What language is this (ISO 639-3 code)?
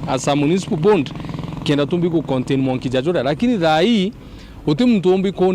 mer